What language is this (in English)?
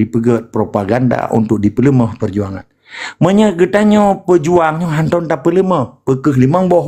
Achinese